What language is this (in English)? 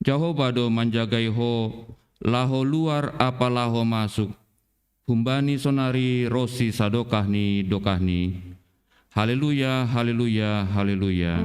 Batak Simalungun